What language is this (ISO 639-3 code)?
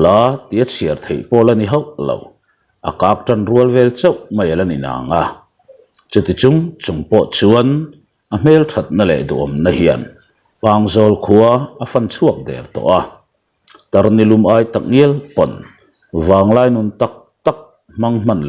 lus